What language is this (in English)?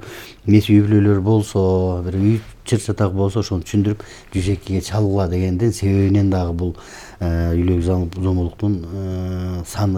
Kyrgyz